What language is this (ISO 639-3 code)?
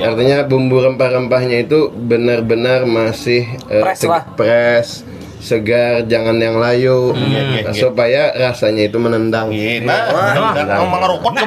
bjn